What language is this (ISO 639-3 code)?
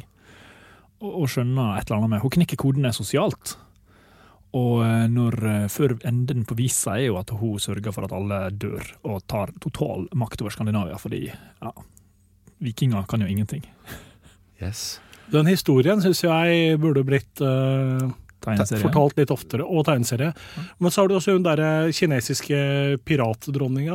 nor